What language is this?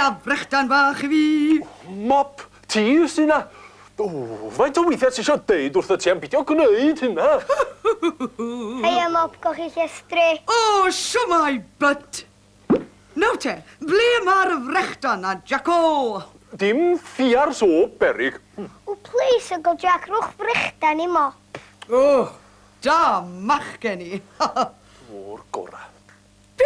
Welsh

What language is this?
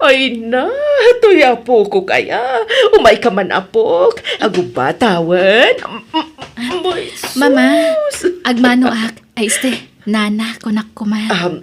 Iloko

